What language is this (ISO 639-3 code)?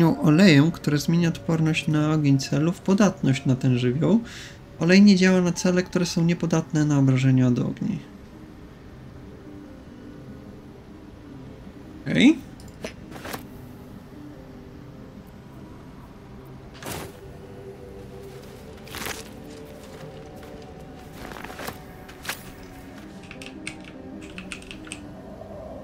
pol